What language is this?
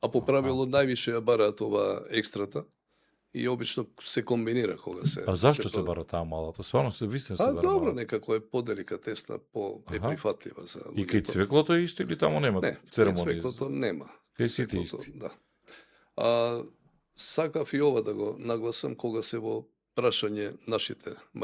Macedonian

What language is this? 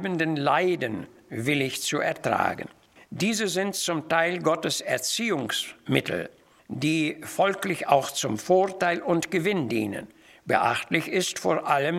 German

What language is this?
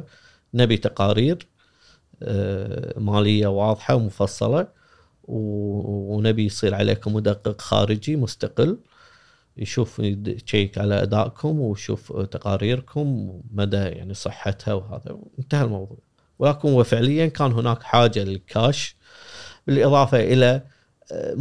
Gulf Arabic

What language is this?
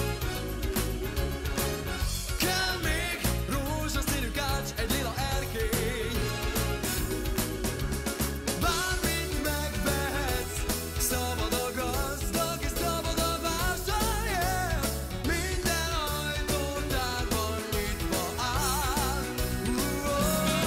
Hungarian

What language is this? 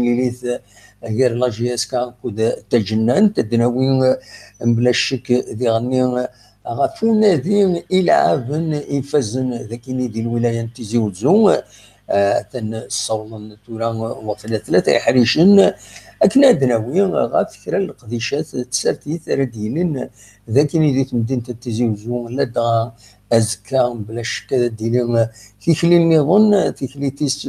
Kabyle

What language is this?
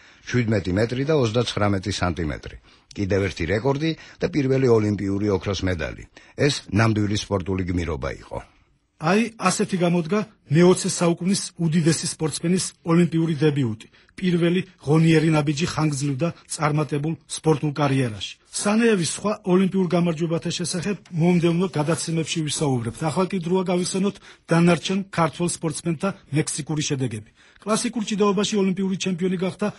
Georgian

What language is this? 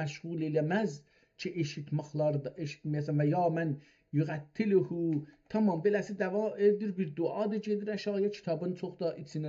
South Azerbaijani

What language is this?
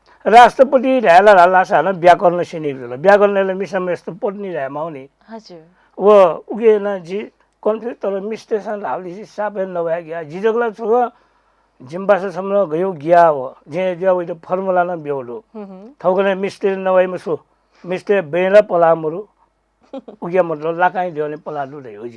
Newari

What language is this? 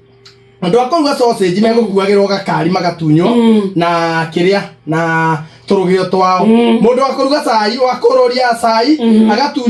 Kikuyu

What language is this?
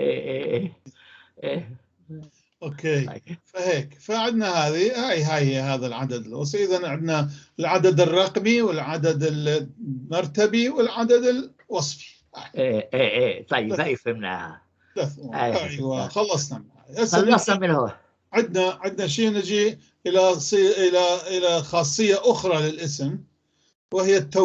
North Levantine Arabic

